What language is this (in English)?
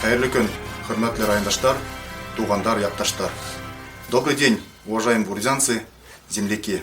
Bashkir